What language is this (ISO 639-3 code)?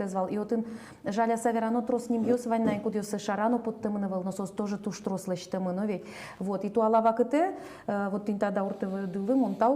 udm